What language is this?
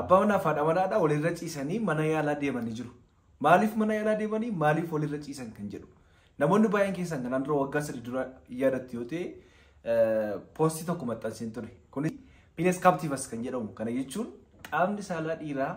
Oromo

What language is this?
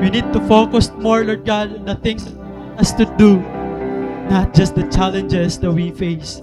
Waray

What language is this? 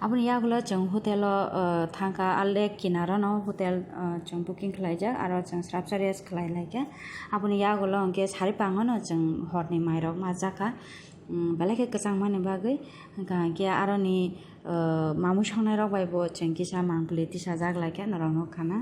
Kok Borok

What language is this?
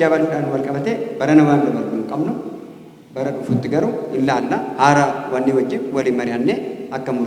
Oromo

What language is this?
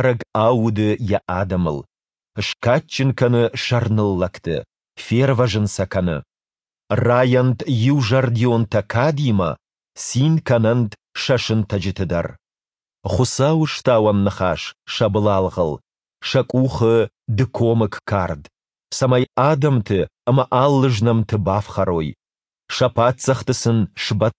Ossetic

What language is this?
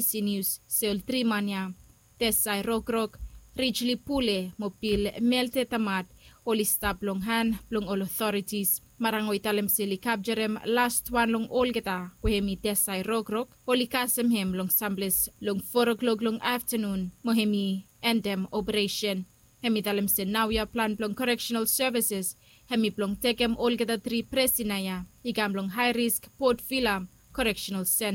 Bislama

